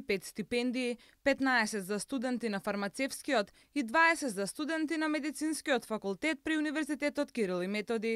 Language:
Macedonian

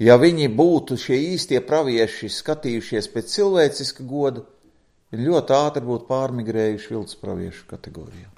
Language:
Latvian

